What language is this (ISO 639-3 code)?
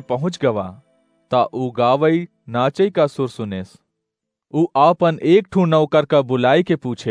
awa